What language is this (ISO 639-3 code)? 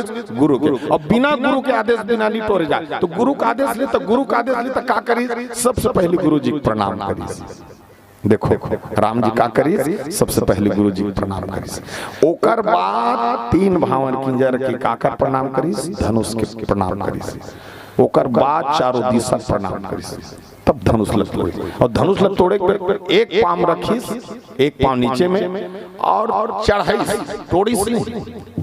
hne